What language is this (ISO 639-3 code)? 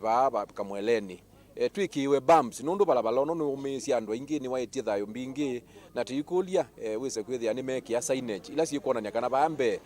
kam